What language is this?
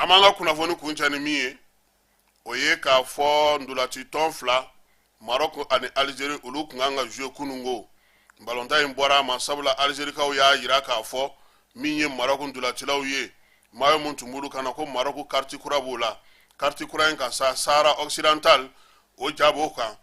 Bambara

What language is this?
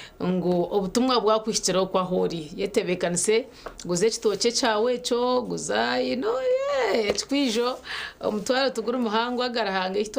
Nyankole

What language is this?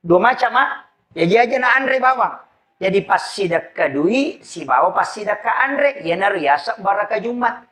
Buginese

